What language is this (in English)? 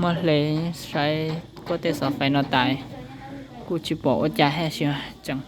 Hmong